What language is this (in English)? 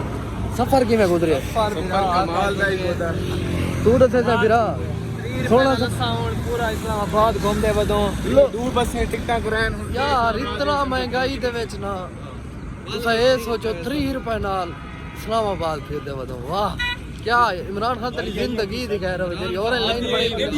Saraiki